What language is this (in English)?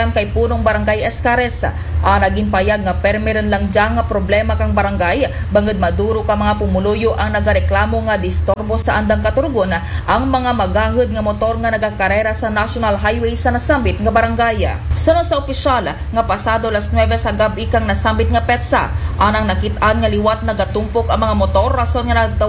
Aklanon